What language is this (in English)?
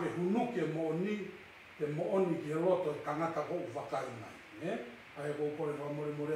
Tongan